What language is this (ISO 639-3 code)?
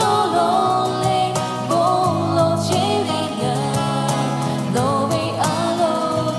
lhu